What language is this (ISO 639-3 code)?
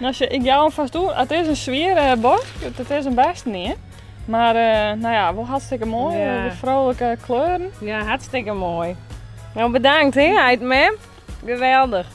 fry